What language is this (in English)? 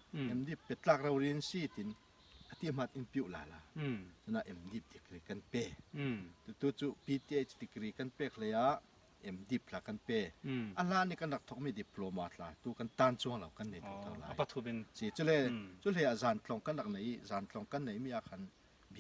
Falam Chin